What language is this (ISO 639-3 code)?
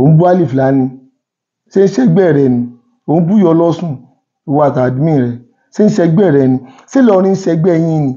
yor